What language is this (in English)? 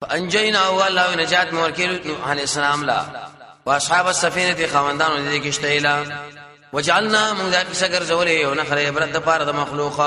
Pashto